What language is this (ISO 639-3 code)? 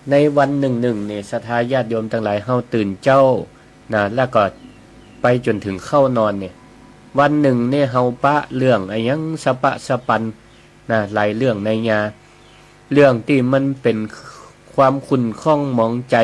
nod